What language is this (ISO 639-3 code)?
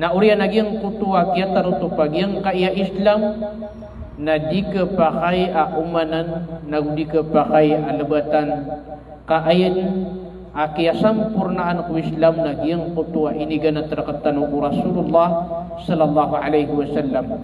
mrw